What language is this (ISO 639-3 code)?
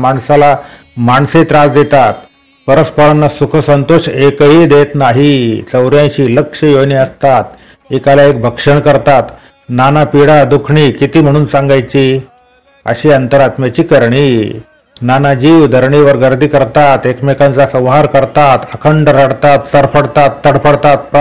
mar